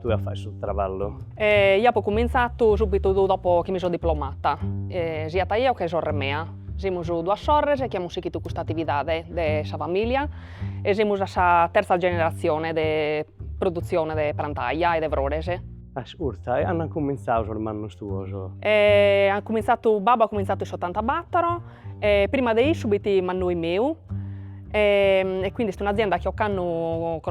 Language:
Sardinian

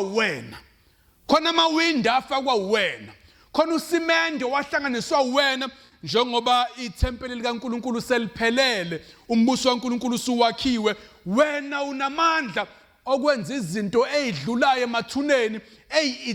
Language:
Zulu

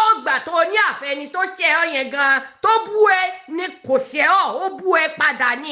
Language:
Yoruba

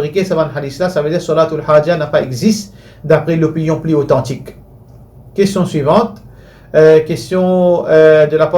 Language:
Morisyen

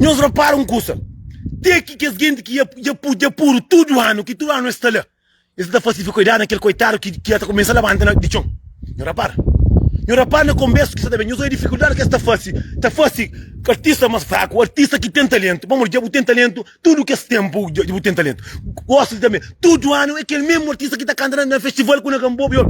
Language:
Kabuverdianu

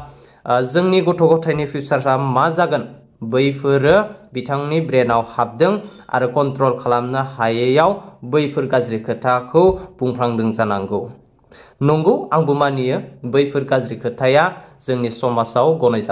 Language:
Bodo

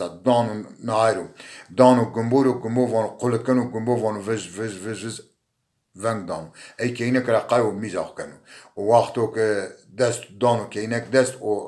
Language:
Zaza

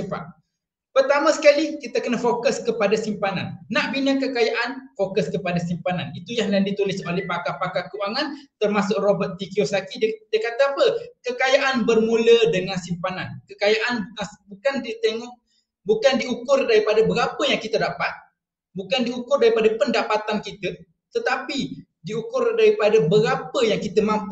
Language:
Malay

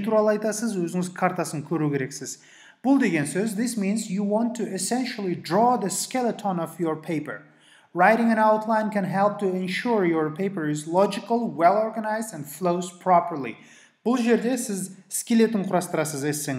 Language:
Kazakh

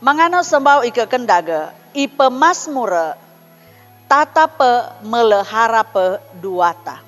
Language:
Sangir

